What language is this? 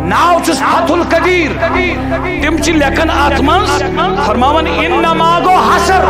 Kashmiri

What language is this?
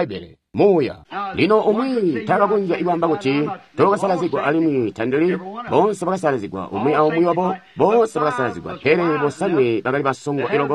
Tonga (Zambia)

